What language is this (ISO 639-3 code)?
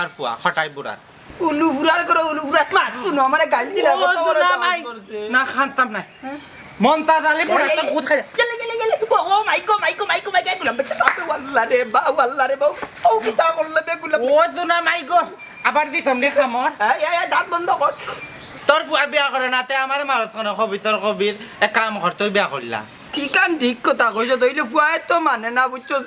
syl